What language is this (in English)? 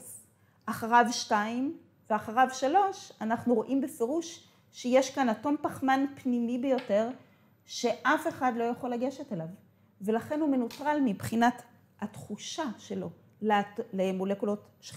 Hebrew